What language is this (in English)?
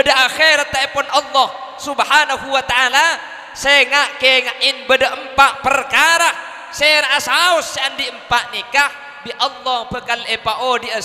Madurese